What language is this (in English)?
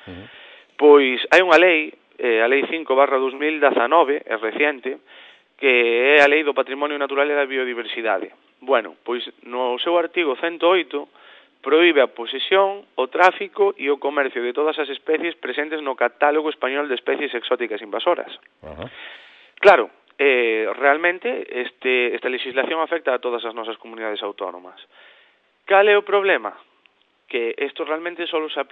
Galician